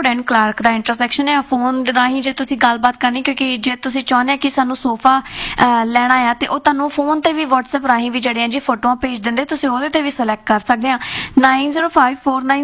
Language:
Punjabi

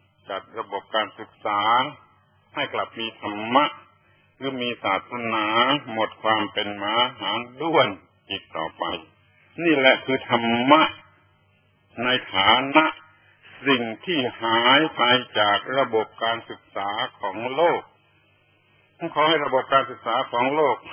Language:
Thai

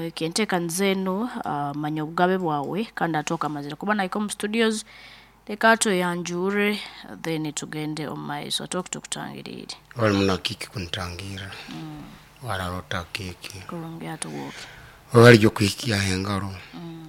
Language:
Nyoro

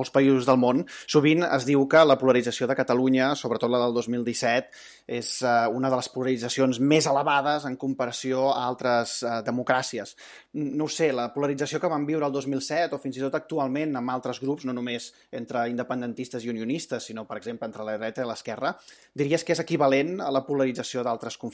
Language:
Catalan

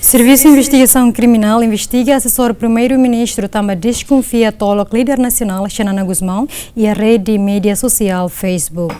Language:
Tetum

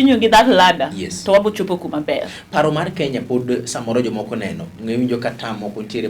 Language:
Luo (Kenya and Tanzania)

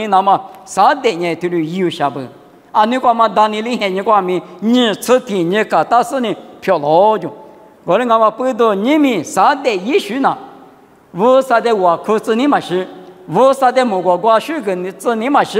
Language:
Lisu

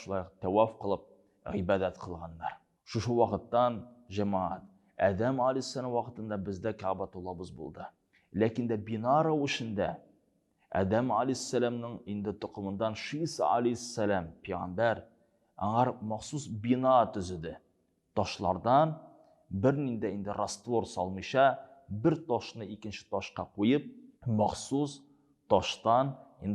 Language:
Tatar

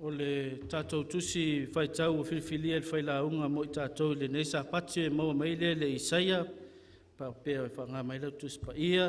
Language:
Samoan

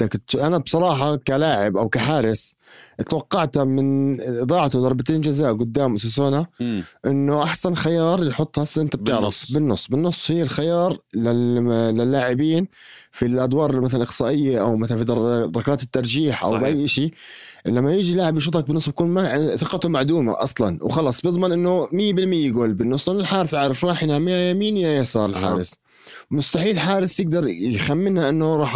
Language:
North Levantine Arabic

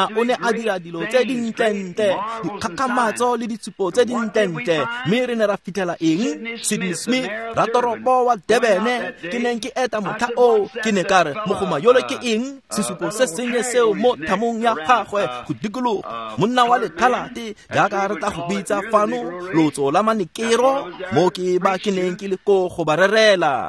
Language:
Tswana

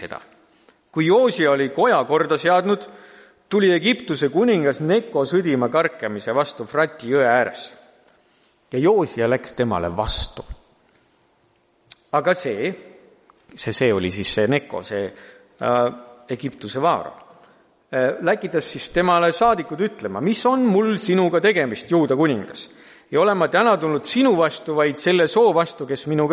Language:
Estonian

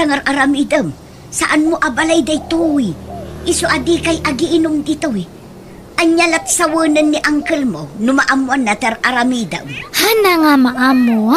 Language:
Iloko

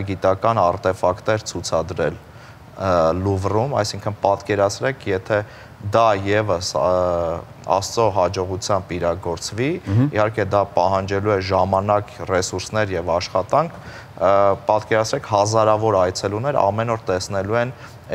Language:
Armenian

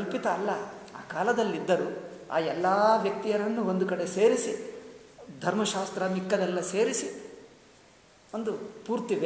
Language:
Kannada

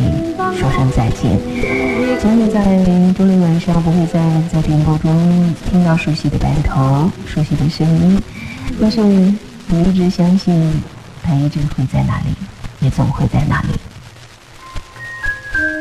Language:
Chinese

